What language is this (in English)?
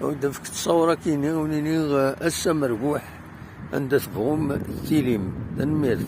Kabyle